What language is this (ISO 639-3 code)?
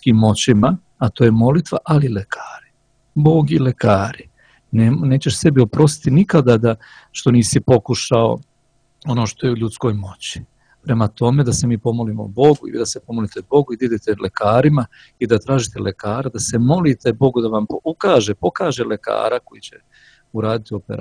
srp